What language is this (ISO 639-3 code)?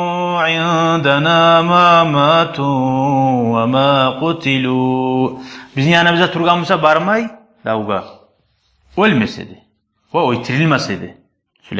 kum